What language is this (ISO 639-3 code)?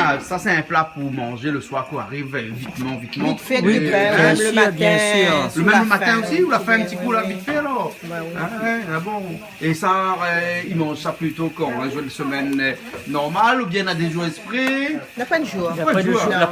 rcf